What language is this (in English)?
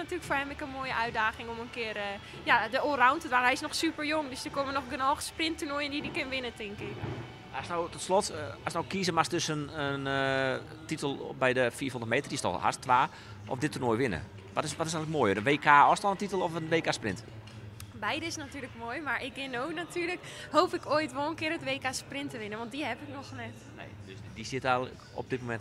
Western Frisian